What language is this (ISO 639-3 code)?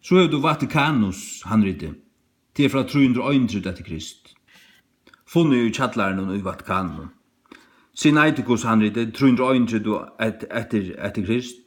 fao